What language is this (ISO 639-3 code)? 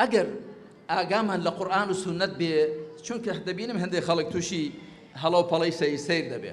ckb